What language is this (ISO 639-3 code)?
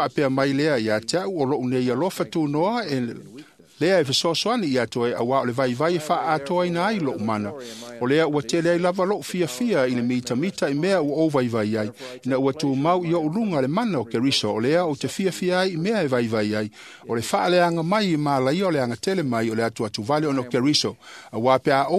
smo